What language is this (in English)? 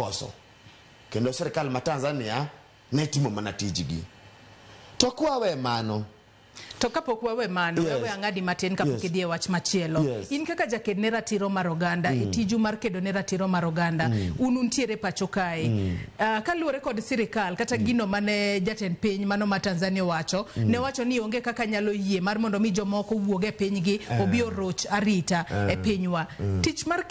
Luo (Kenya and Tanzania)